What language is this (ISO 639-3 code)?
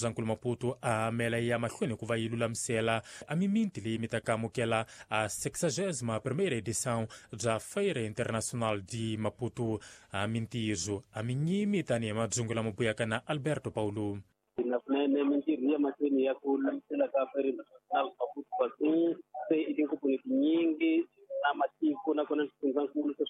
tso